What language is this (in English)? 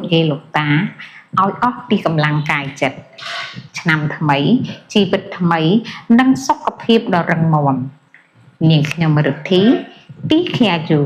Khmer